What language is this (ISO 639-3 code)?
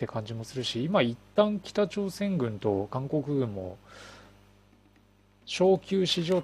jpn